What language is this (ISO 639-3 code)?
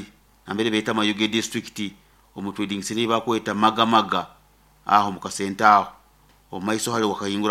nyo